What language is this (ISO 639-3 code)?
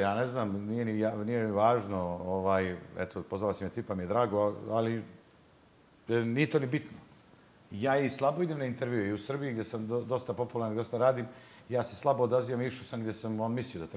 bos